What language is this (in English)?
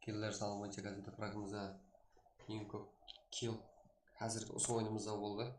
Kara-Kalpak